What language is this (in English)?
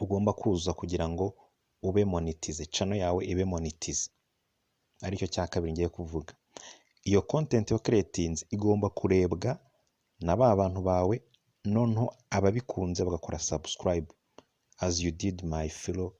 Kinyarwanda